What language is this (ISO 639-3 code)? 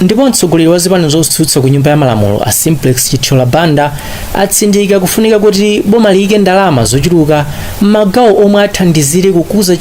nya